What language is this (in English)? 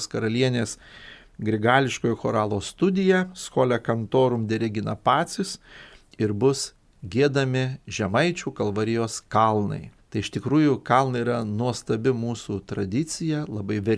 Lithuanian